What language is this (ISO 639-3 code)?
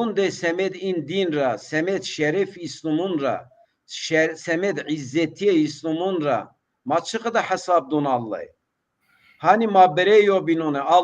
zza